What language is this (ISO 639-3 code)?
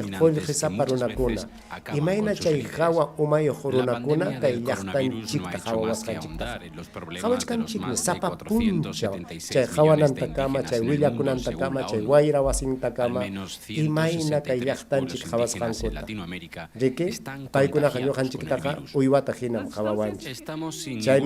quy